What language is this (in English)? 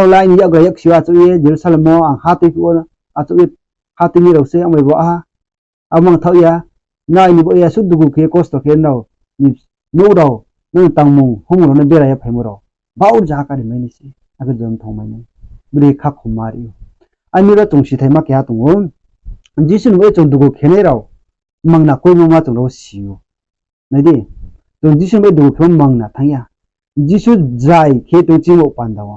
Riang (India)